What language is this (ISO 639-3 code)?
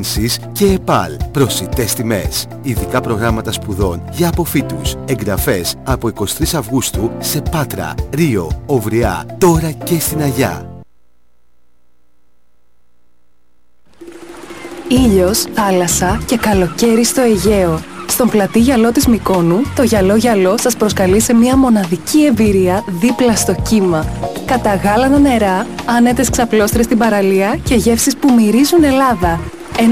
ell